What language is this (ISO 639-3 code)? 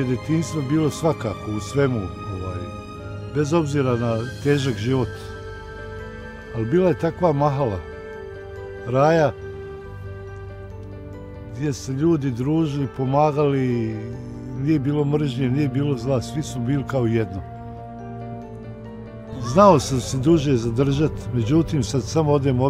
bos